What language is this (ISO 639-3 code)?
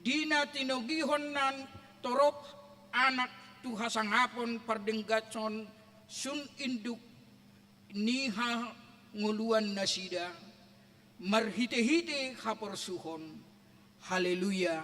bbc